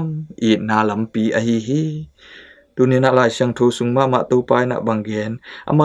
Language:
Tedim Chin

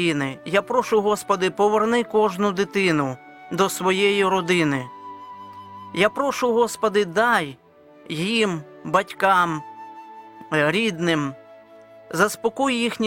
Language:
Ukrainian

